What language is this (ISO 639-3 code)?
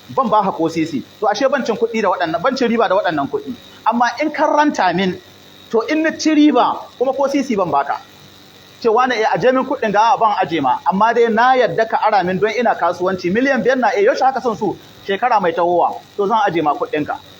hau